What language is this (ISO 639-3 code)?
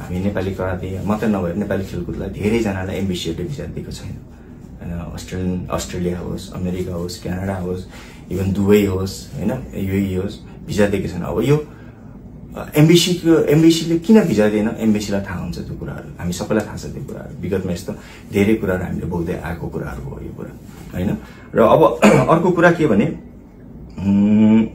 nep